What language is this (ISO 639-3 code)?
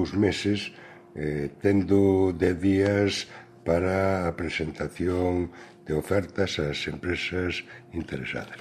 glg